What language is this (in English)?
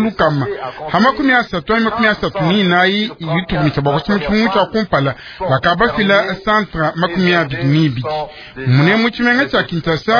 Luba-Lulua